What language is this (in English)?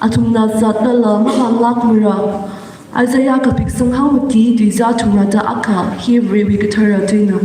Tangkhul Naga (India)